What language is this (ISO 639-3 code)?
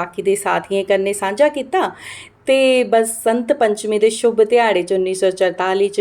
doi